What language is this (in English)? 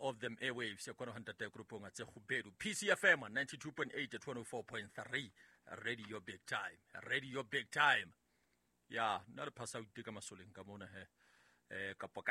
Southern Sotho